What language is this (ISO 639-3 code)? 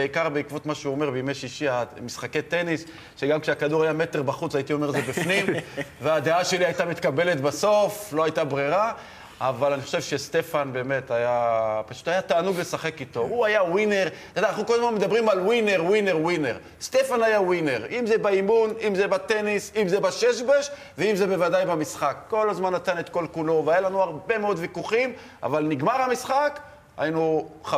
heb